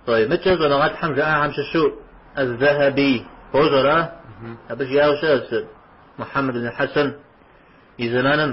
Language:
Kabardian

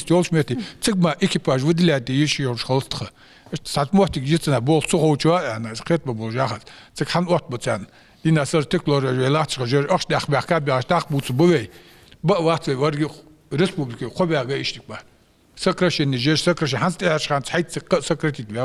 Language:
Ingush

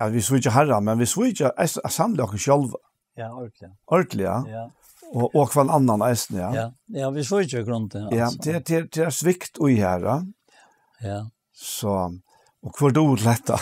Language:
Faroese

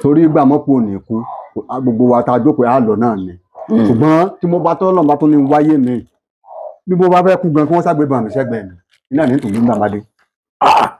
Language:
Yoruba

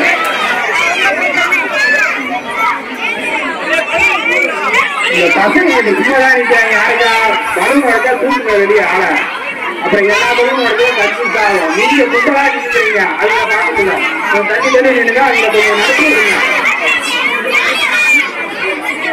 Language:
Tamil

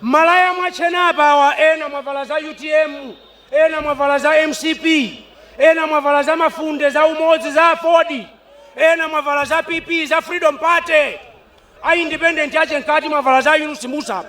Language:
Nyanja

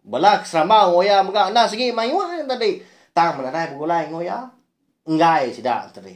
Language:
Iban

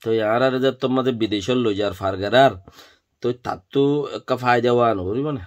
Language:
Rohingya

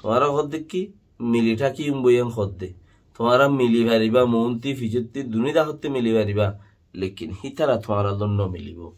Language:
Rohingya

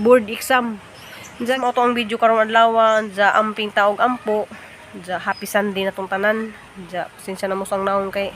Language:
Cebuano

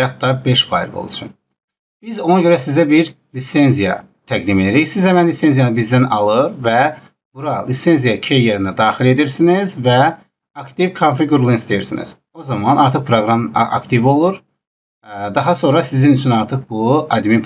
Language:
Azerbaijani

